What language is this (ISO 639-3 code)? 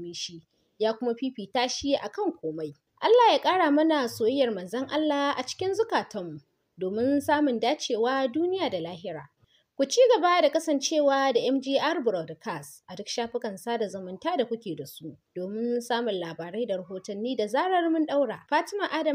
hau